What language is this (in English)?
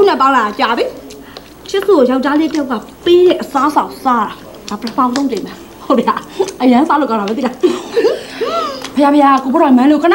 Burmese